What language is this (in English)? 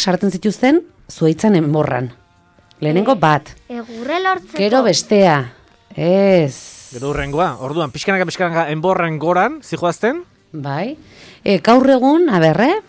Basque